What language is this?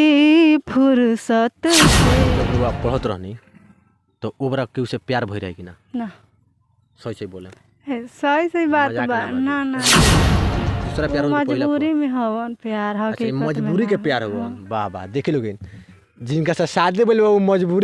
Bhojpuri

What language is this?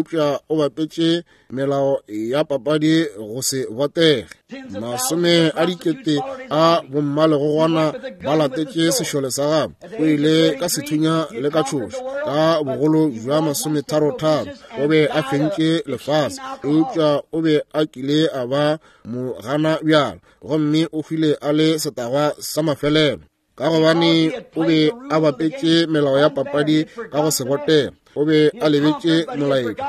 Northern Sotho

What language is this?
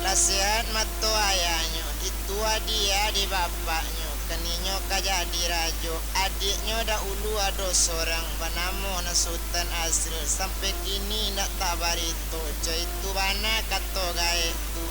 Minangkabau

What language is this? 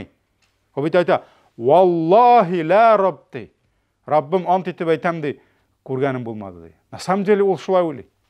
Tatar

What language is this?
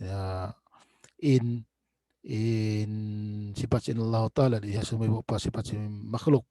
Tausug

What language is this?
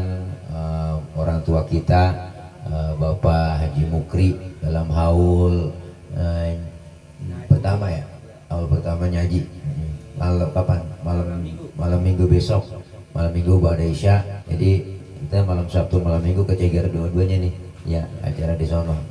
Betawi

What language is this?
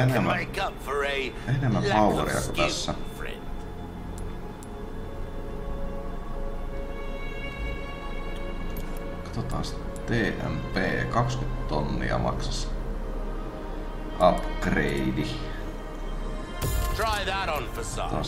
Finnish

